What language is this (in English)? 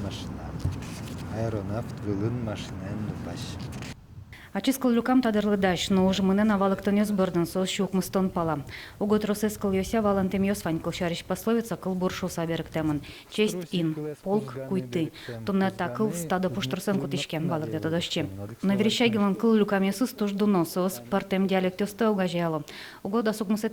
Udmurt